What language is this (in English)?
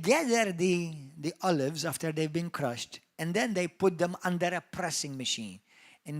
English